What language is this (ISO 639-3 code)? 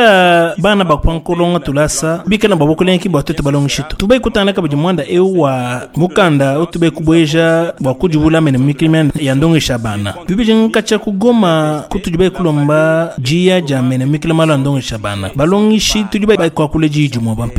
lua